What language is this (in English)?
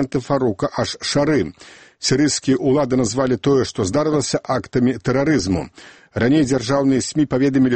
Belarusian